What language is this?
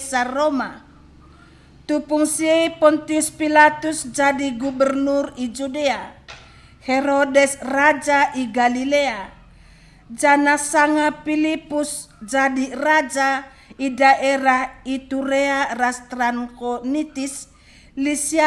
Batak Karo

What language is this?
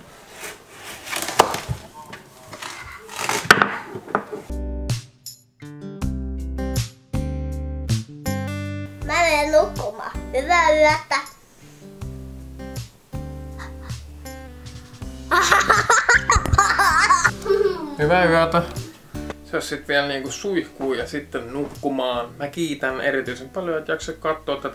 Finnish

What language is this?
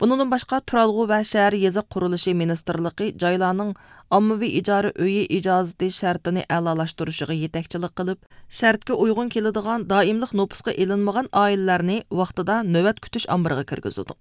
Uyghur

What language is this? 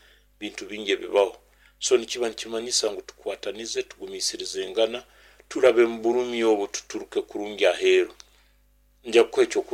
Nyoro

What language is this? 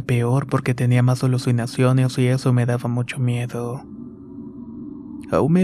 Spanish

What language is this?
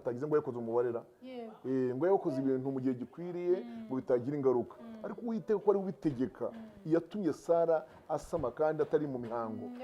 Kinyarwanda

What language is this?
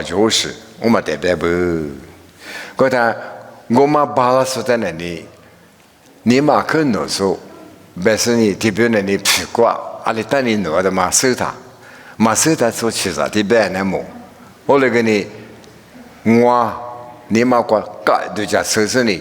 Lisu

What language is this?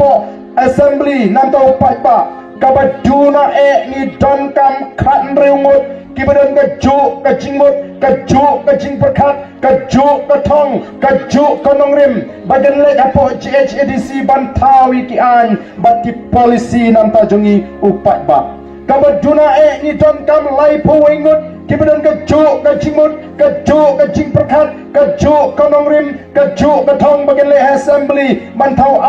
Khasi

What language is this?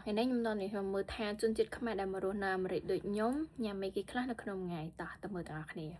Khmer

